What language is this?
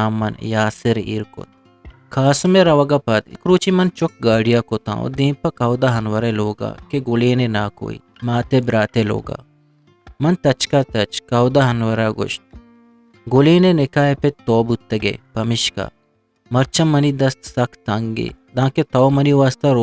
Eastern Balochi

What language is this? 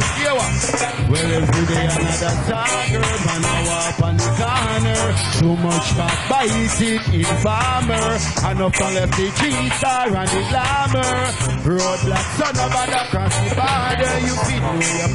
Jamaican Creole English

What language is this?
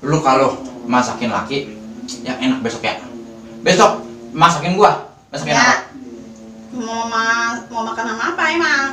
Betawi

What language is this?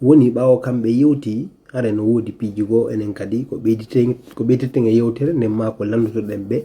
Fula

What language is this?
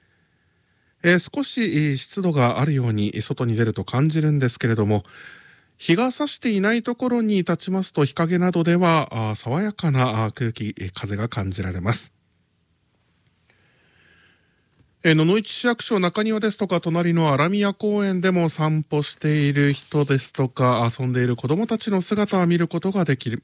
Japanese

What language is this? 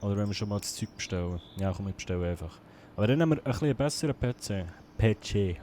Swiss German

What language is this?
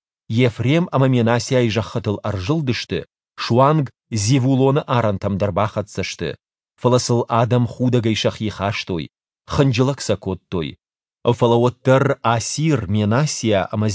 Ossetic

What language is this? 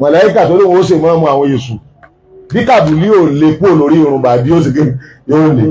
Yoruba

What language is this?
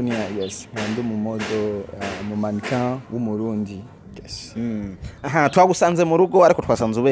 Rundi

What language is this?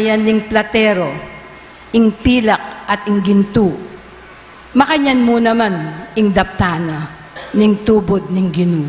Pampanga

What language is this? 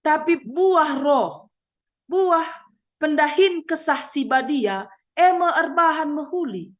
Batak Karo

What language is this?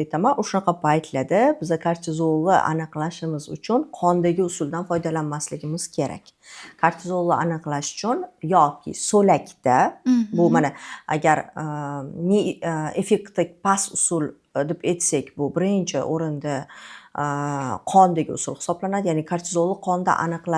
Uzbek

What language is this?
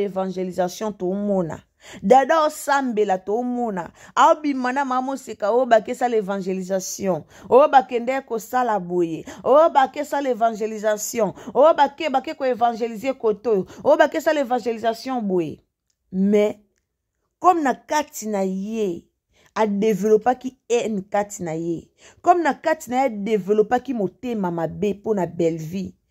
Lingala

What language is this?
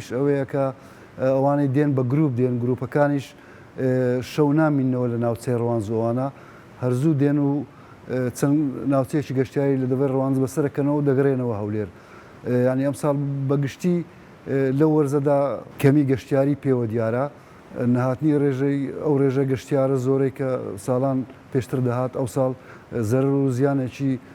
Central Kurdish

